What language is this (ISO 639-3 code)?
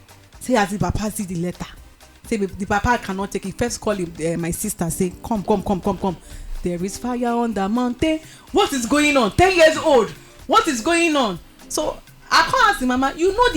pcm